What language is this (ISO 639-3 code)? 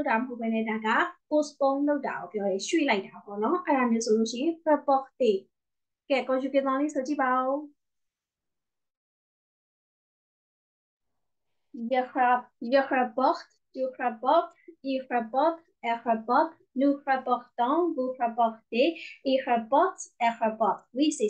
mya